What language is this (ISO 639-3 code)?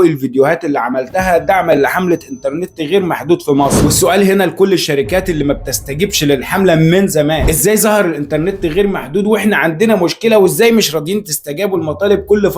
arz